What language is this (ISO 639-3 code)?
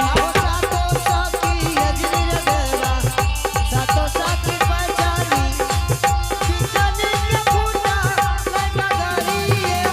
anp